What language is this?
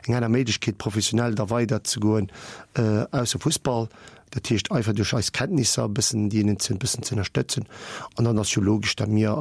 Luxembourgish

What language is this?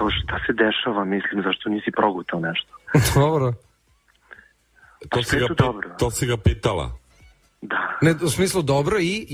Serbian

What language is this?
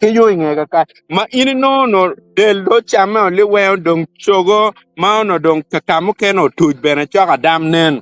Acoli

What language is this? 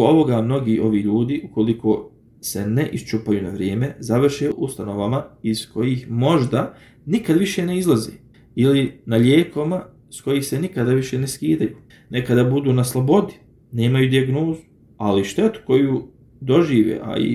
Bosnian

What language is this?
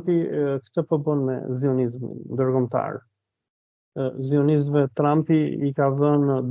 Albanian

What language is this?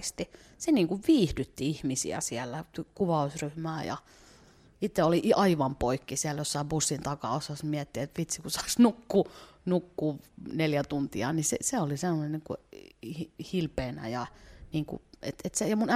Finnish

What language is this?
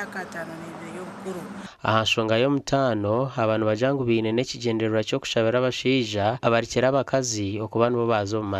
Nyankole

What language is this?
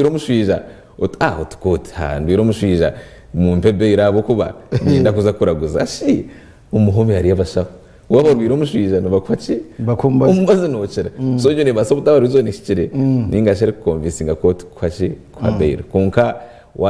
Nyankole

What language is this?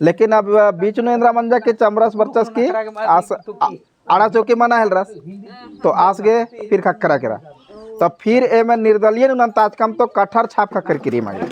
Kurukh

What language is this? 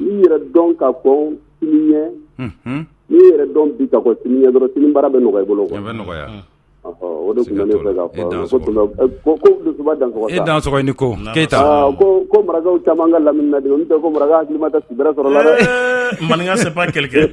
Bambara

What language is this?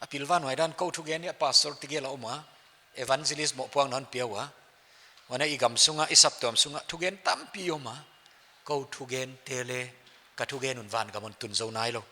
Paite Chin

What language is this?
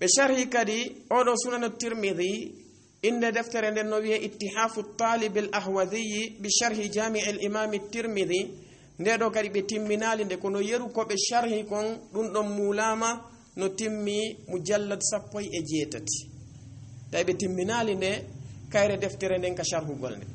Fula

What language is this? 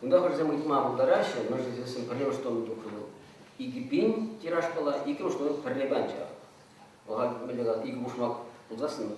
Chuvash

